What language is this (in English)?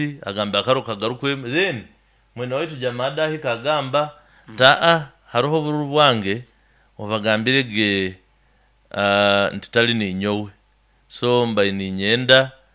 Nyoro